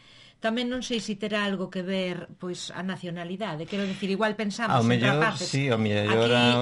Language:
Galician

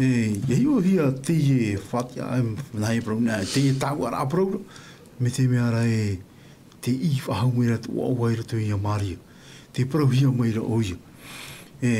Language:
Tahitian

